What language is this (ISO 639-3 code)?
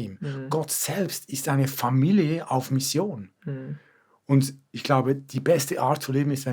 gsw